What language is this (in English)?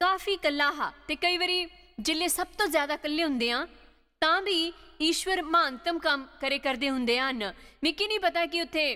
Dogri